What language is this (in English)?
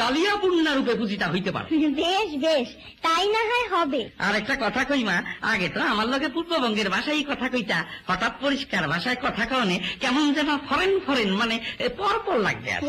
Bangla